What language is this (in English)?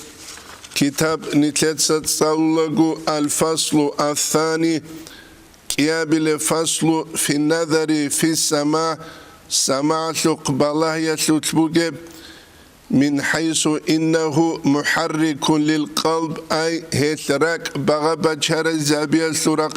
Avaric